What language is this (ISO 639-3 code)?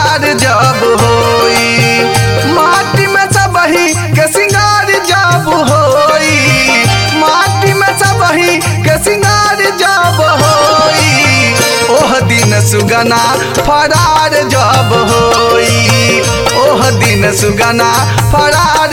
bho